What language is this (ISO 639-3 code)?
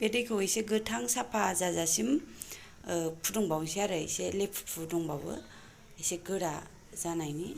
brx